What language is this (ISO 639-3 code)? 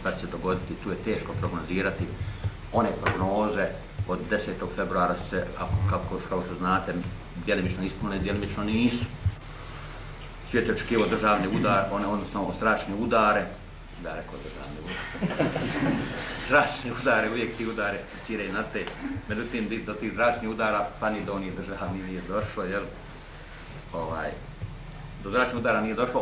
bos